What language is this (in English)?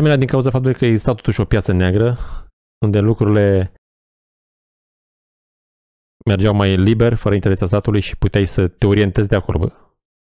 Romanian